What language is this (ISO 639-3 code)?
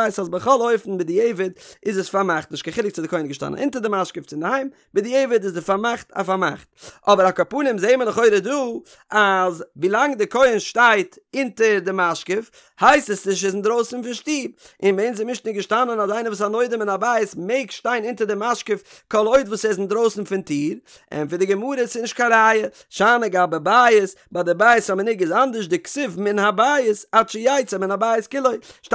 yid